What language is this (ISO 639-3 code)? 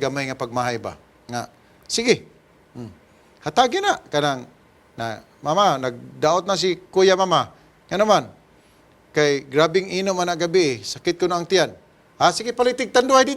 ceb